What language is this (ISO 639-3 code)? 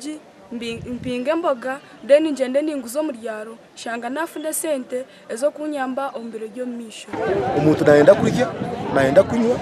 nyn